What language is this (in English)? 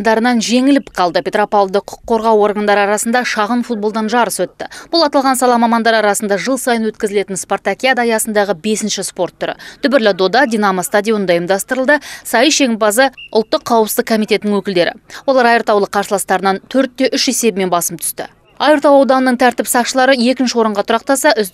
Kazakh